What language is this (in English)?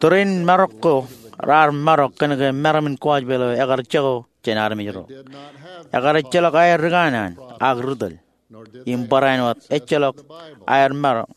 Marshallese